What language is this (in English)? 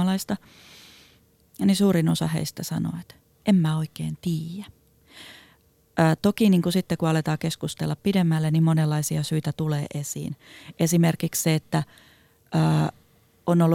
Finnish